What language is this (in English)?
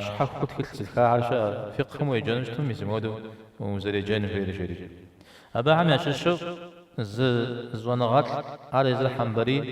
Kabardian